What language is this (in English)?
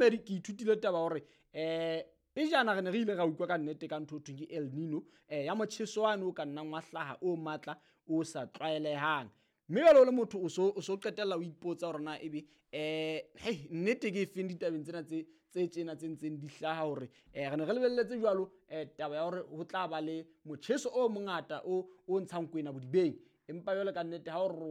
Southern Sotho